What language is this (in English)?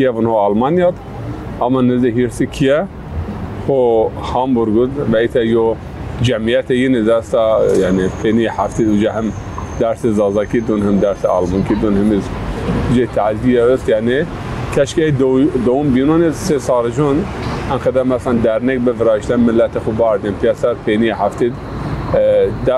Zaza